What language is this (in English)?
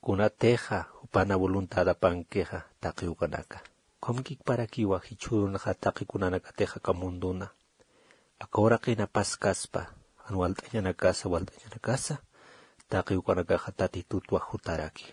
Aymara